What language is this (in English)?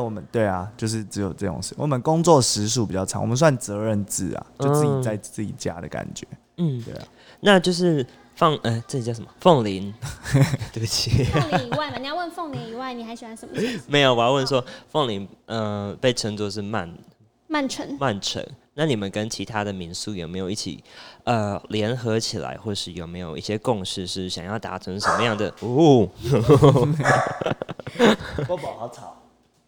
Chinese